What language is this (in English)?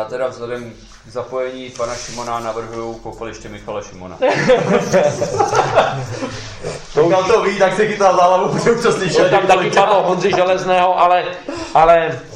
Czech